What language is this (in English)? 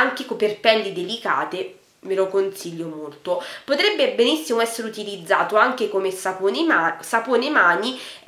Italian